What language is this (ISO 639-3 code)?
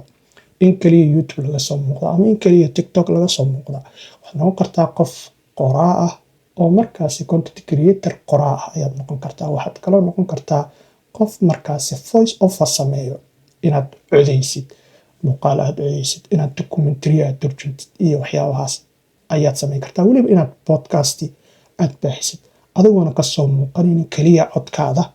som